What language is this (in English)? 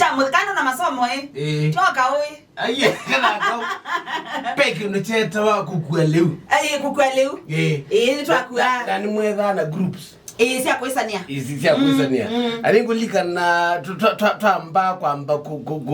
Kamba